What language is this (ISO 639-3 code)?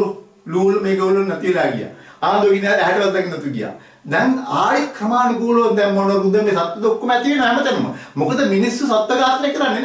sin